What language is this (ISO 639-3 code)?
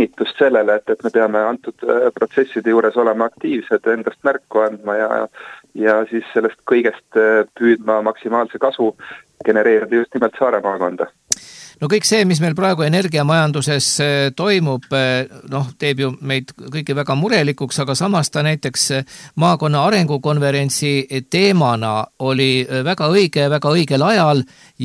est